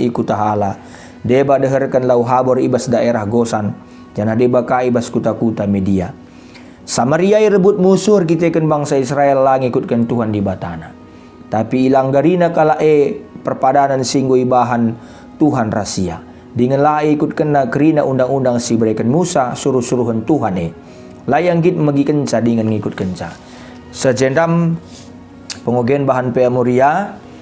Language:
Batak Karo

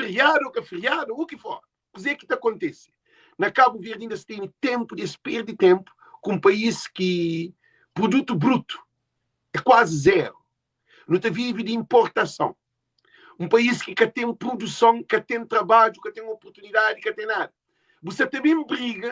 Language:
Kabuverdianu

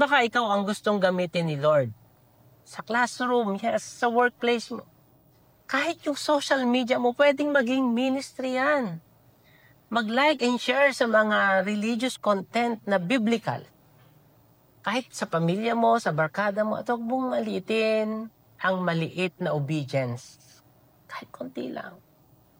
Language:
Filipino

